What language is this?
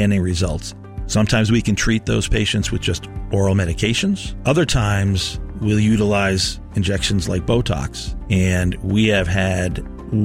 English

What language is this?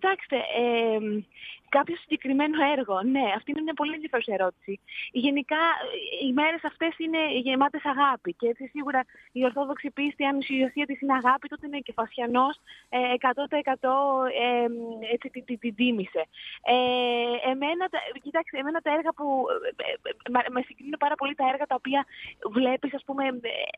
Greek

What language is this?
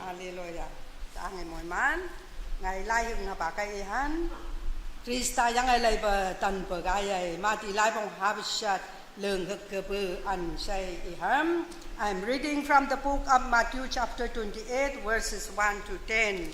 Naga Pidgin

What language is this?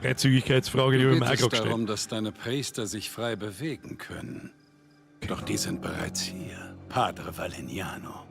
Bavarian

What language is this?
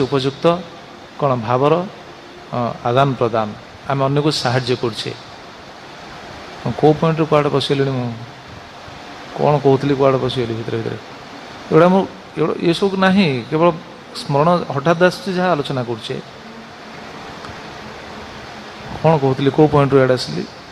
Odia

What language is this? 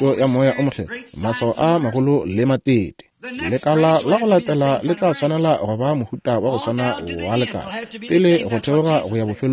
Northern Sotho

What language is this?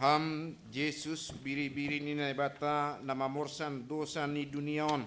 Batak Simalungun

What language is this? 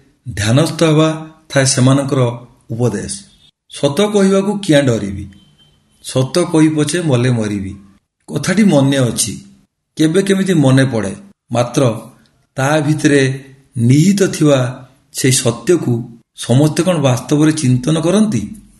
Odia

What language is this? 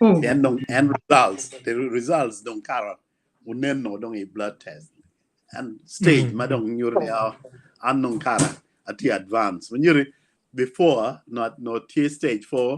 Acoli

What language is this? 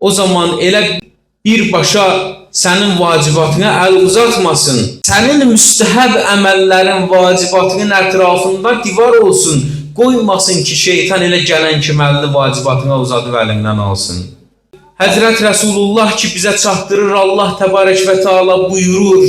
Azerbaijani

